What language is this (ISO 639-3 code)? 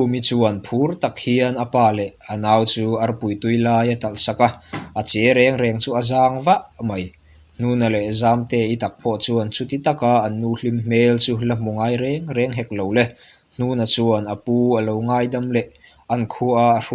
lus